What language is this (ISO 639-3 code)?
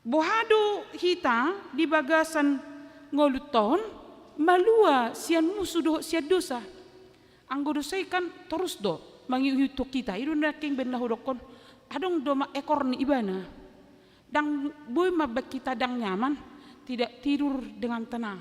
bbc